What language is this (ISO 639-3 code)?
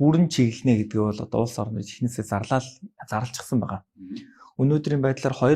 mon